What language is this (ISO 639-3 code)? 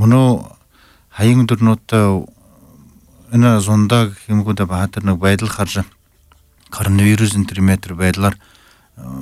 bua